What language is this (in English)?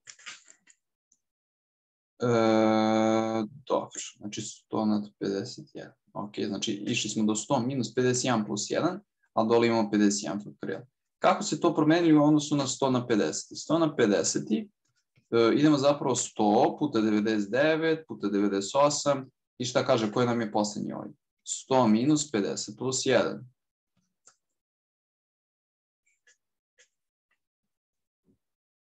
Serbian